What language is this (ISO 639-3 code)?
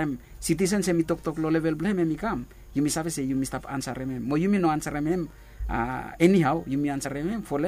bis